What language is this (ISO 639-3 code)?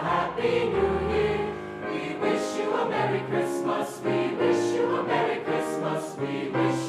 eng